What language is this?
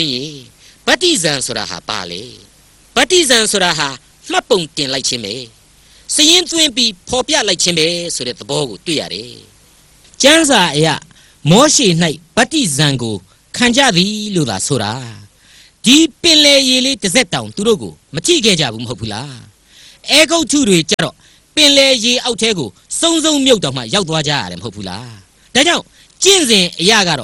Burmese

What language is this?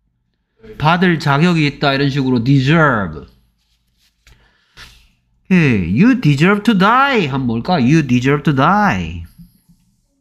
Korean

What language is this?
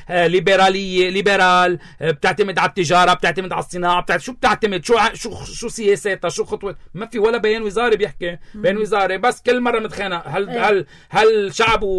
North Levantine Arabic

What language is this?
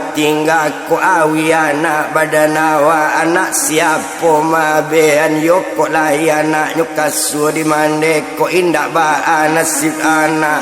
Minangkabau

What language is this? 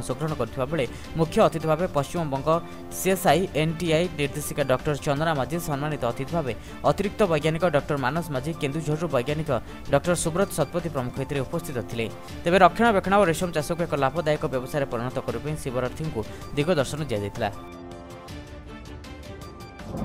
Odia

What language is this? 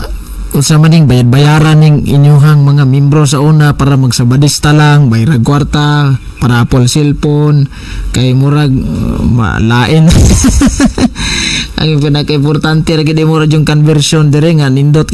Cebuano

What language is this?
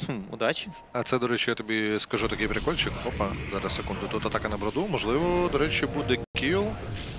Ukrainian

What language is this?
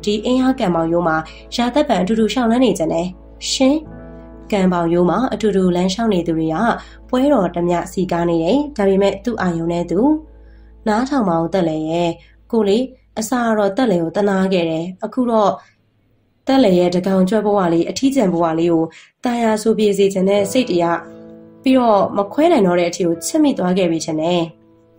Burmese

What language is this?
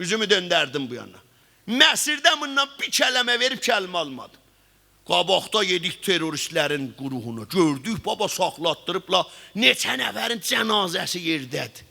South Azerbaijani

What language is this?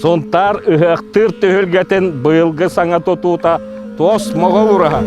Yakut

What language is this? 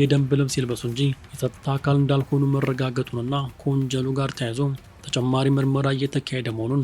Amharic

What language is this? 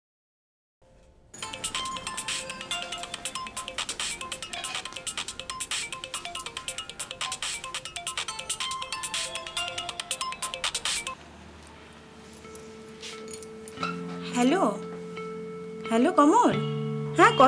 Bangla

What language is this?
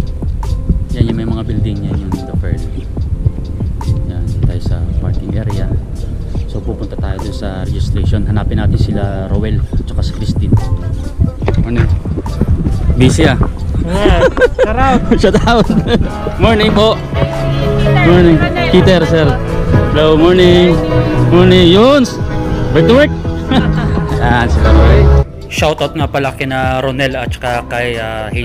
Filipino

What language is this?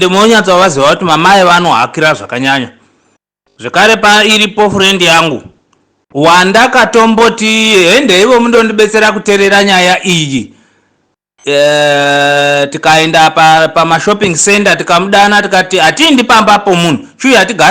Shona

